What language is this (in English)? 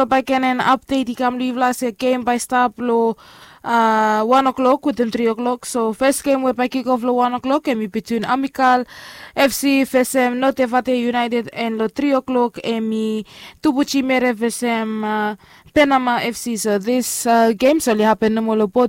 Bislama